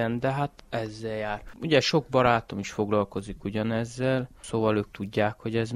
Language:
Hungarian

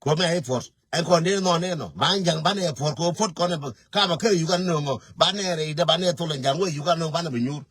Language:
Nuer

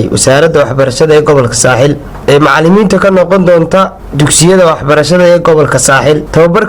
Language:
Somali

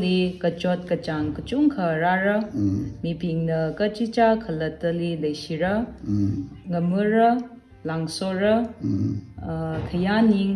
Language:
Tangkhul Naga (India)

